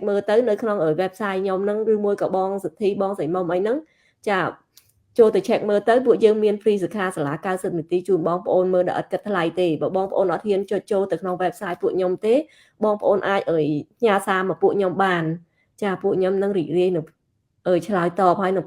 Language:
Khmer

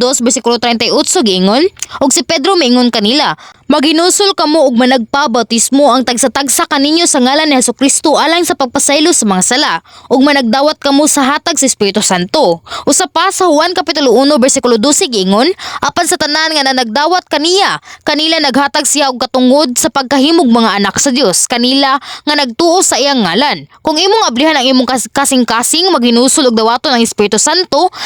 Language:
Cebuano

